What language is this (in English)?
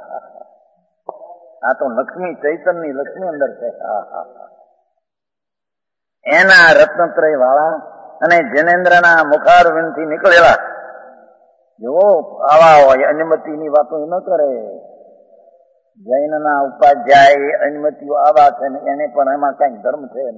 Gujarati